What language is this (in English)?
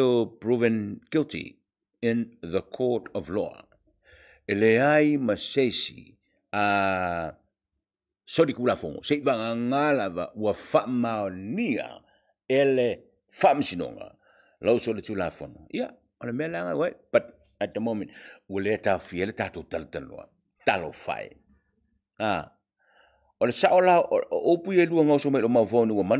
Samoan